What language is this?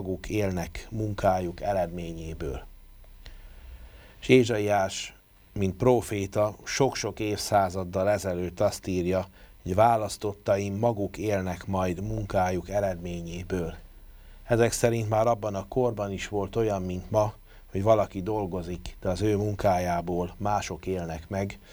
Hungarian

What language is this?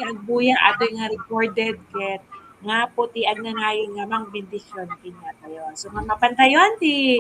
Iloko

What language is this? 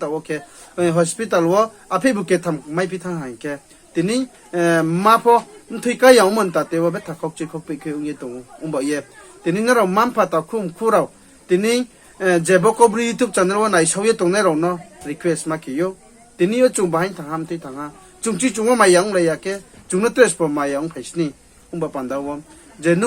Riang (India)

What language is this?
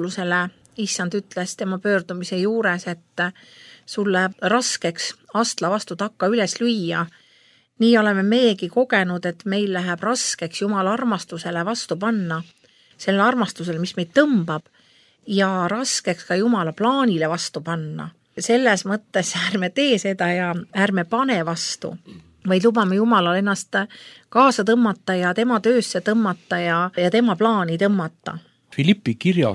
Estonian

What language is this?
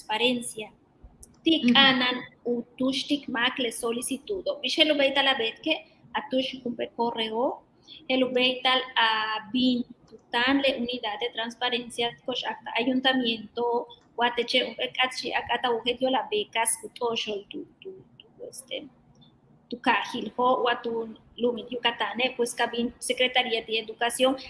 Yucateco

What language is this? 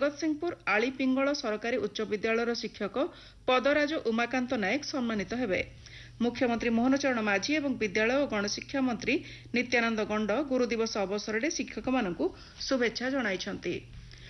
Odia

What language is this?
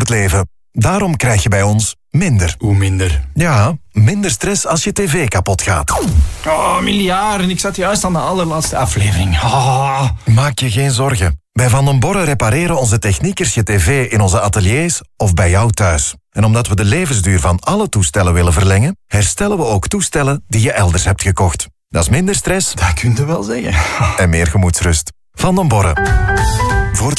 Dutch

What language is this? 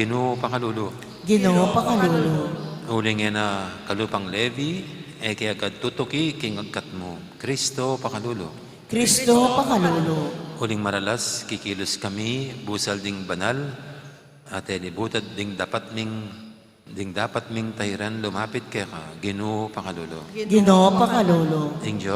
Pampanga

